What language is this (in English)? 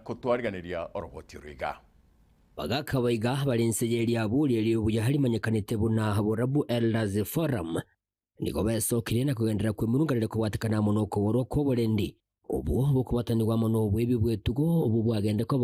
Gusii